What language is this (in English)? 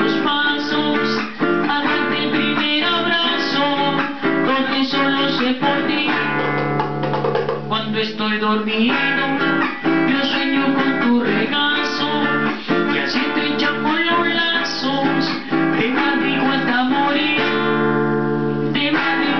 Spanish